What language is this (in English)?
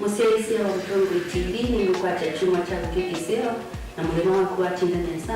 Kamba